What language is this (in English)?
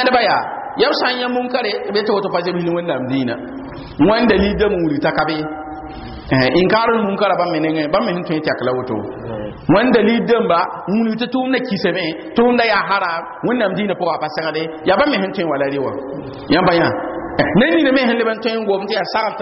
Mossi